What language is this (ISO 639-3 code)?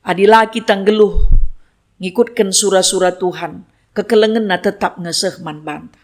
btx